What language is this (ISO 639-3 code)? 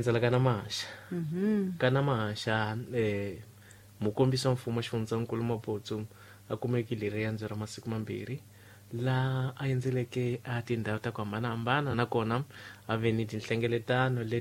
tso